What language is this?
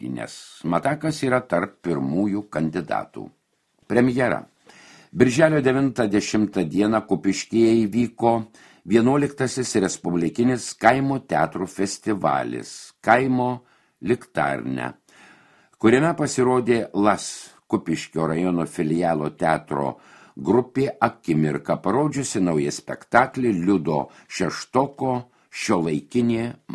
Lithuanian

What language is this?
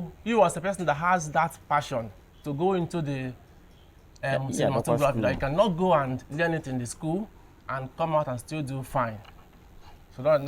Igbo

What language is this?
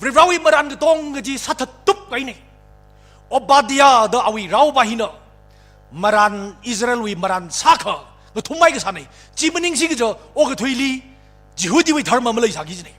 Tangkhul Naga (India)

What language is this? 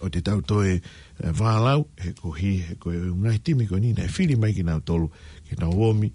Tongan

